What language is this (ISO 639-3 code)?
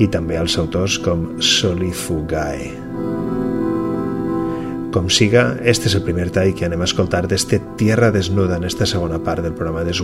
cat